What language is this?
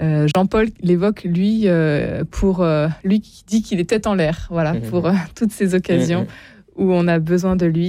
French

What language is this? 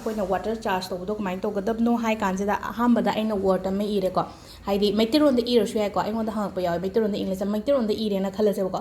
Manipuri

